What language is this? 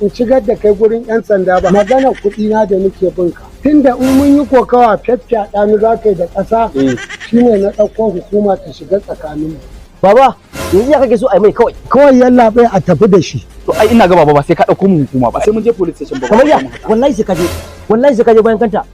Hausa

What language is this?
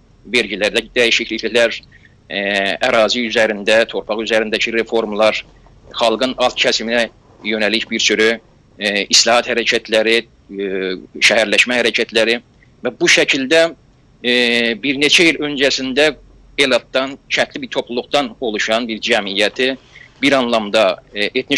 South Azerbaijani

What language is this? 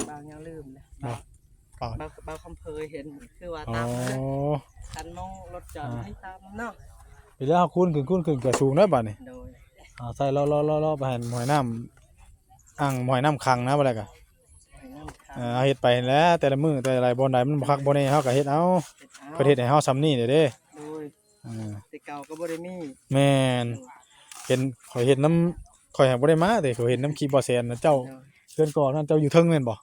Northeastern Thai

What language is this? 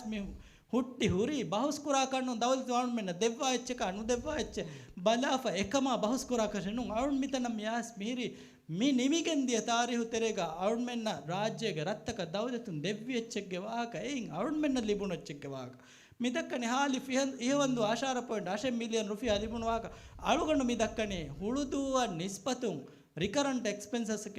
Divehi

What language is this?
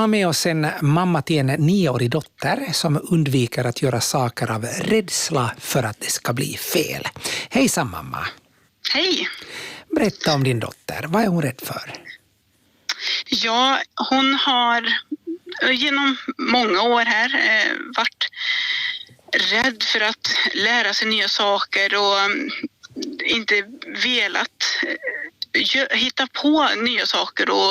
Swedish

